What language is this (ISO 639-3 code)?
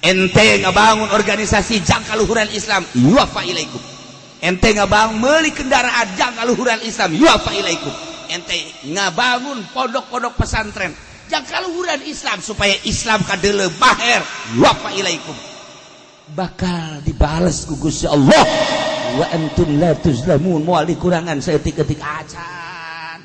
sun